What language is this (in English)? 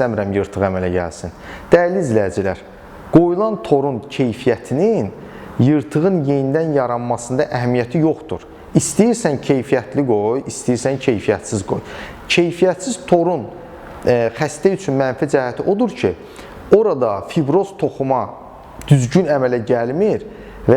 Azerbaijani